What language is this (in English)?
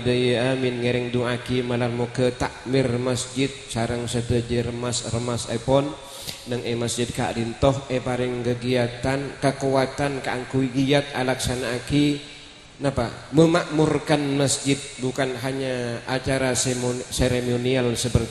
Madurese